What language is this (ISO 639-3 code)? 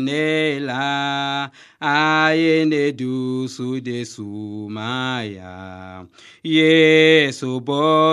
bam